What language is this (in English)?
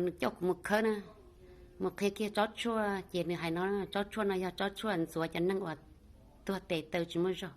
Hmong